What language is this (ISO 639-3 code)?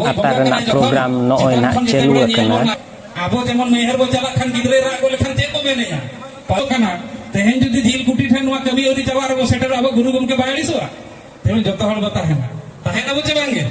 sat